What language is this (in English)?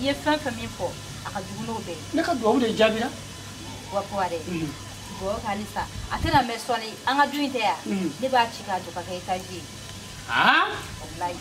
Bambara